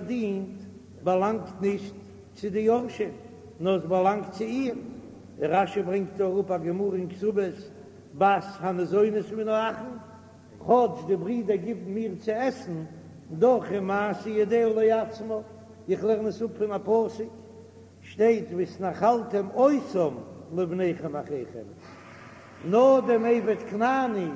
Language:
Yiddish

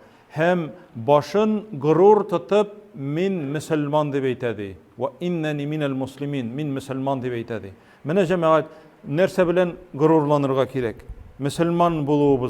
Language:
Tatar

